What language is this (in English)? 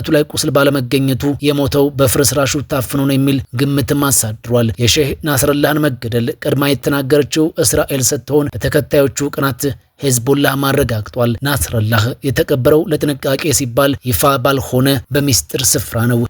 Amharic